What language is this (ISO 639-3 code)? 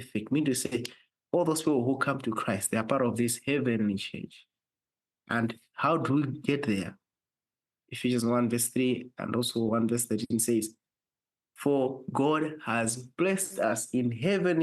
eng